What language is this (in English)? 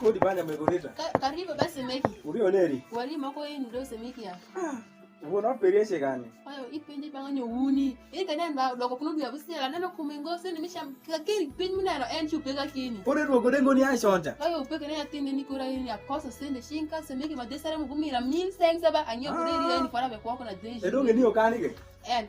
Alur